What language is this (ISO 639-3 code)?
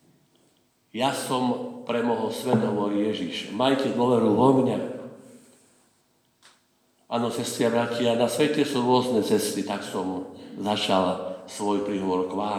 slk